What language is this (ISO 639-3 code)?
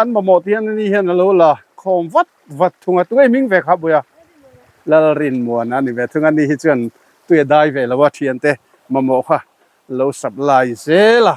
lus